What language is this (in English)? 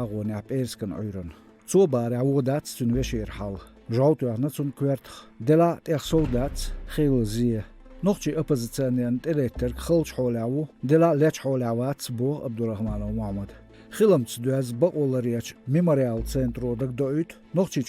Chechen